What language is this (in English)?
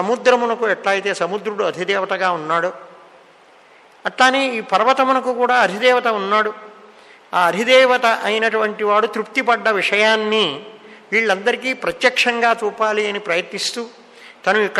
Telugu